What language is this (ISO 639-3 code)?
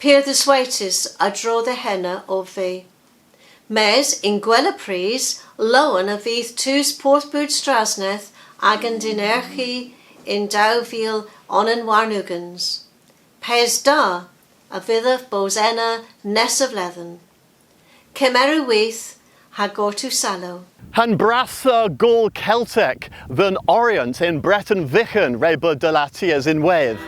cor